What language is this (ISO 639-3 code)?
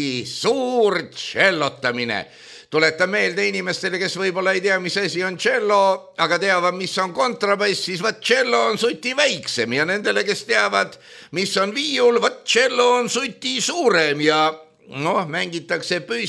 est